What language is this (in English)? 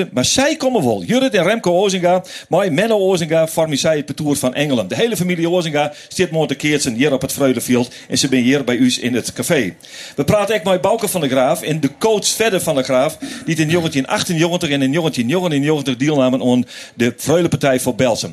Western Frisian